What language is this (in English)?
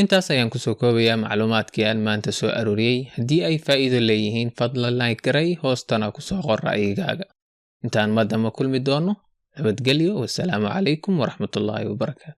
Somali